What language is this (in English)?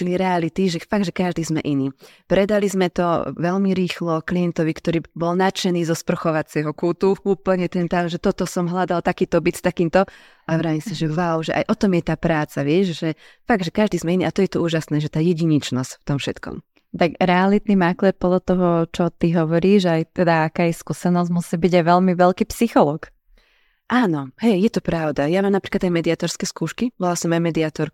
Slovak